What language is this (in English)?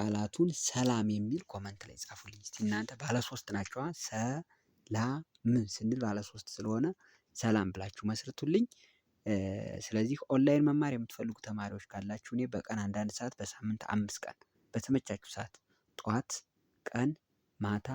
Amharic